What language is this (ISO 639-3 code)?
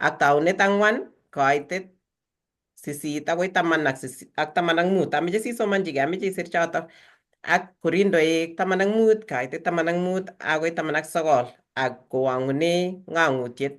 kln